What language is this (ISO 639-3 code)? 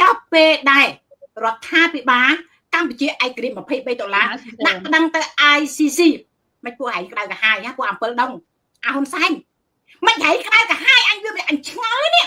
khm